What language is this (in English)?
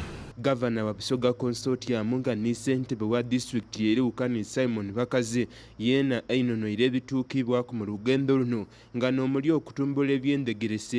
Soga